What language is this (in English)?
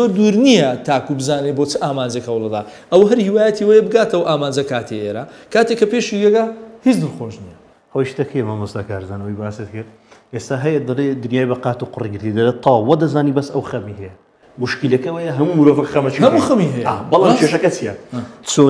Central Kurdish